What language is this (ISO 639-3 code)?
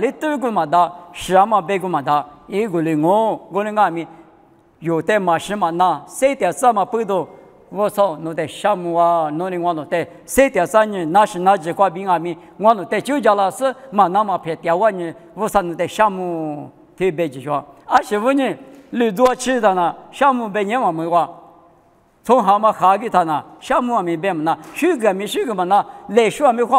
lis